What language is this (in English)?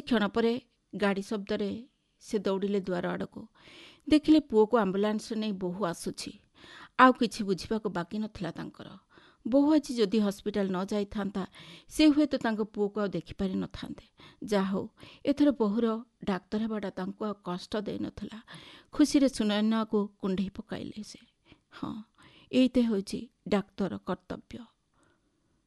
Odia